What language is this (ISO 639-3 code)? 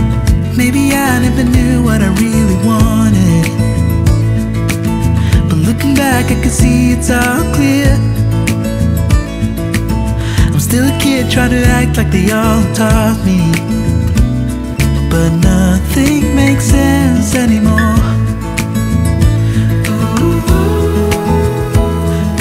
eng